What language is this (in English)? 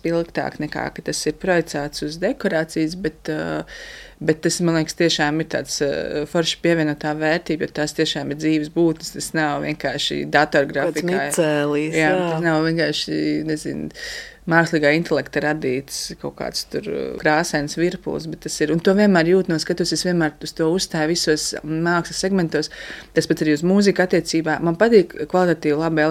Latvian